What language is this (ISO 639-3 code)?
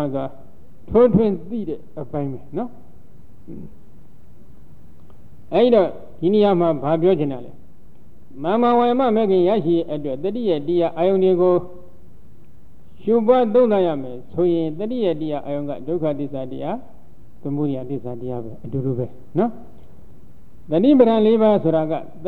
mya